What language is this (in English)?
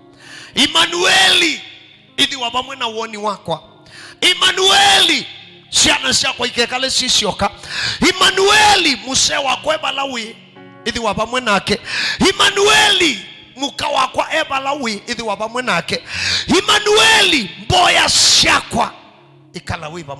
Kamba